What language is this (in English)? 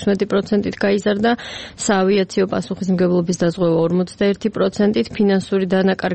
Georgian